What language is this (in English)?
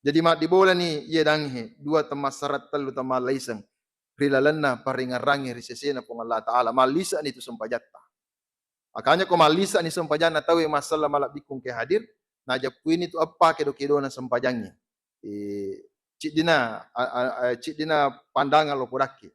Buginese